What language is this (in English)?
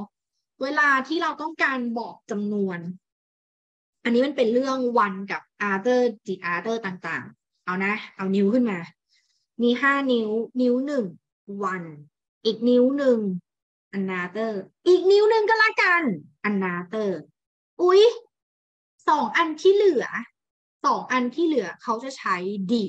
Thai